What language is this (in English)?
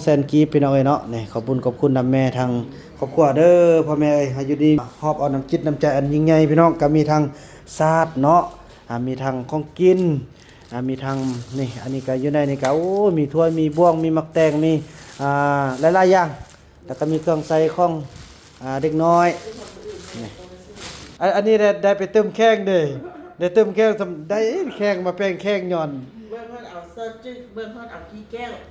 Northeastern Thai